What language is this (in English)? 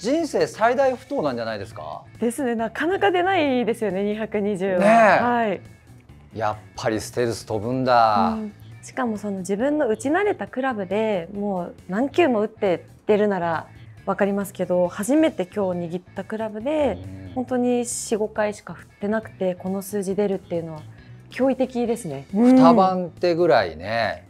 Japanese